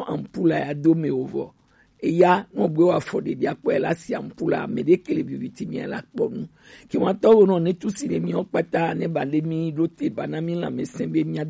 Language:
Gen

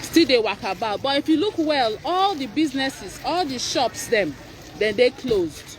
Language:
Nigerian Pidgin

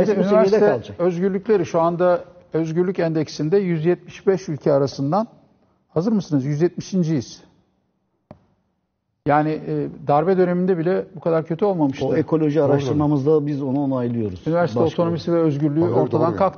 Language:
Turkish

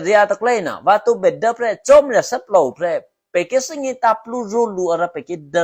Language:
Eastern Kayah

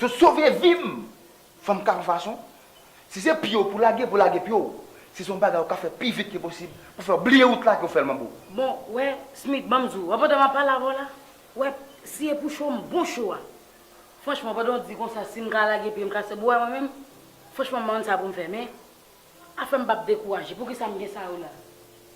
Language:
Haitian Creole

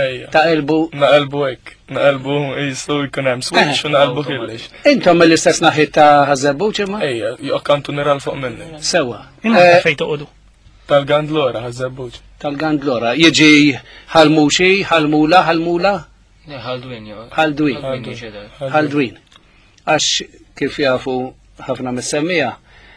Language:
Maltese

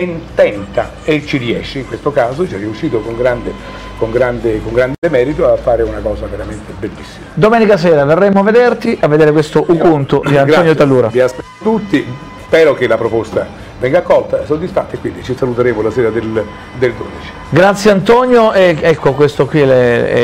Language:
Italian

